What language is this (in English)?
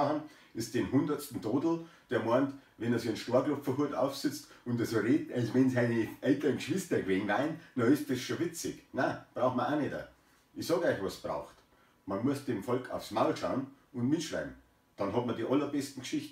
Bavarian